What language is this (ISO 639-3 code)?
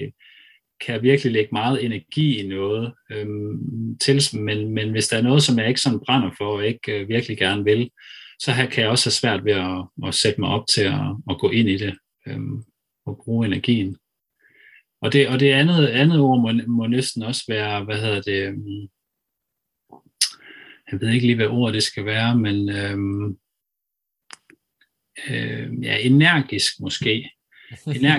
dan